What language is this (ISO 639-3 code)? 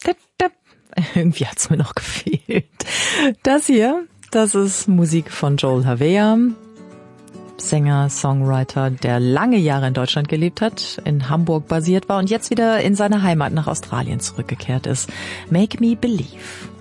deu